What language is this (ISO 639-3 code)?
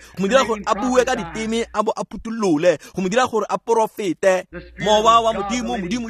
tsn